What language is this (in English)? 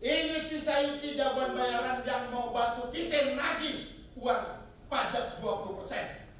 Betawi